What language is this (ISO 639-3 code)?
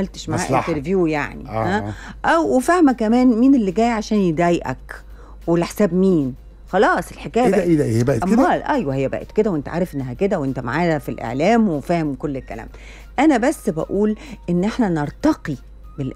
arz